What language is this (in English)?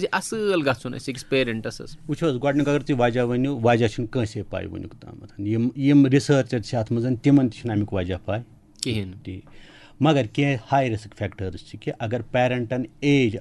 Kashmiri